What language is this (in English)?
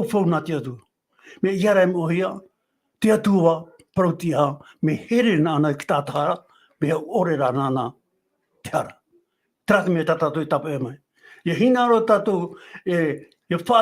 Tahitian